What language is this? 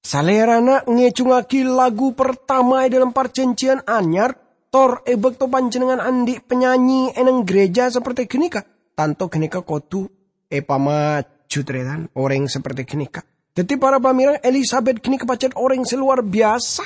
Madurese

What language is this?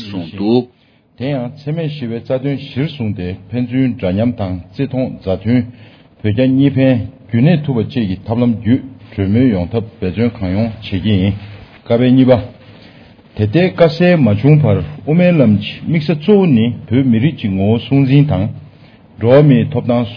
Tibetan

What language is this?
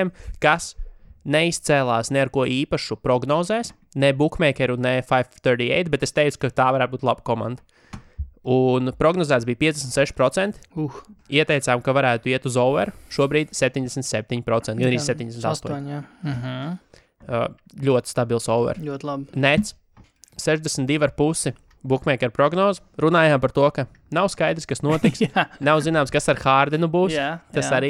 Latvian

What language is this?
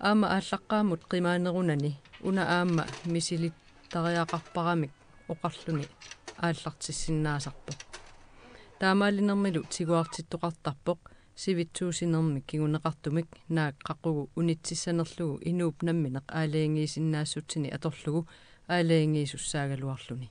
Kalaallisut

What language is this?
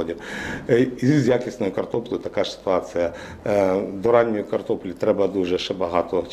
Ukrainian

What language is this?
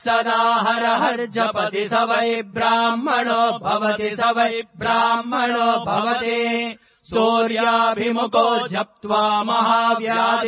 Sanskrit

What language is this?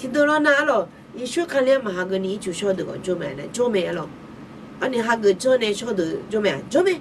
Akha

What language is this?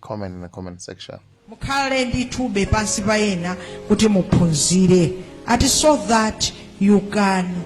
Nyanja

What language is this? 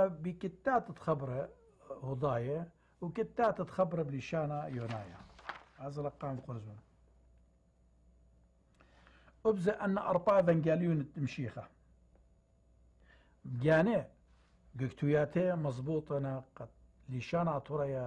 Assyrian Neo-Aramaic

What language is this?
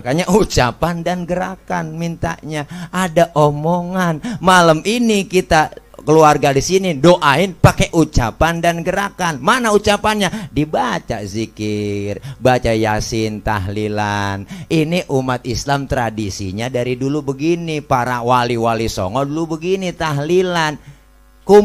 Betawi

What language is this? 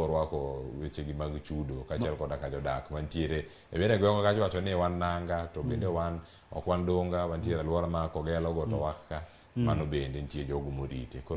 Luo (Kenya and Tanzania)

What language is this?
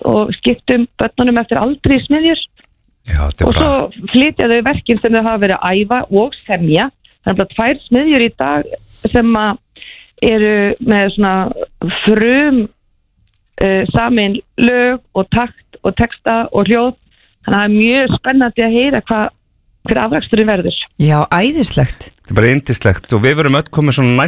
Icelandic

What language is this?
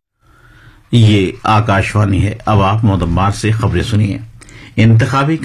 Urdu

